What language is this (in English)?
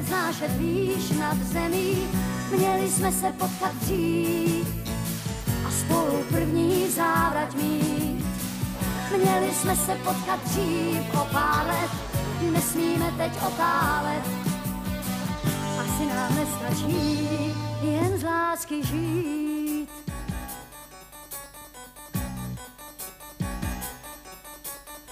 Czech